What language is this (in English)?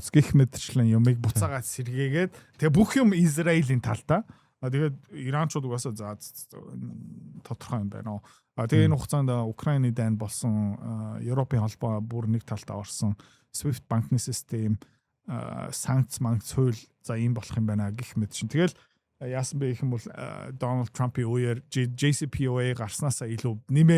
Mongolian